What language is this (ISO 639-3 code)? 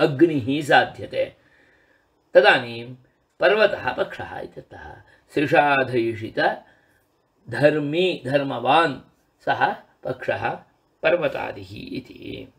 san